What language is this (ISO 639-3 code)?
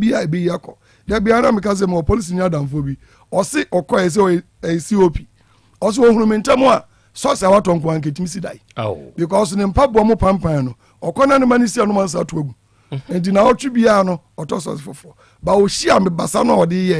aka